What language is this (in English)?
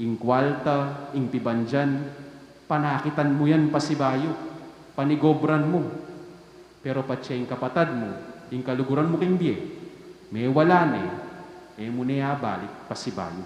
Pampanga